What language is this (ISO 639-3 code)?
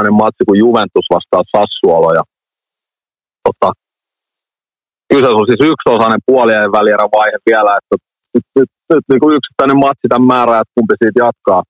fin